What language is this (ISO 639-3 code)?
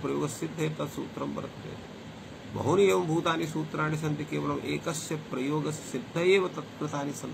san